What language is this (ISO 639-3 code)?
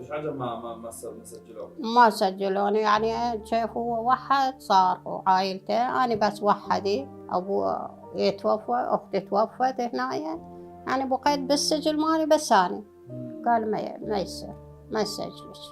acm